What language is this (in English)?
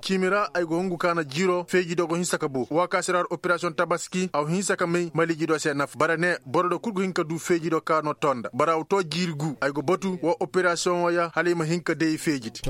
Koyraboro Senni